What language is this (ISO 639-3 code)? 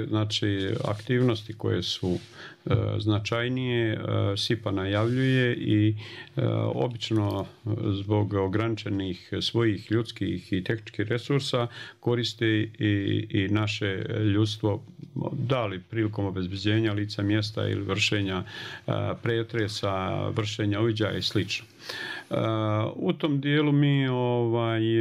bos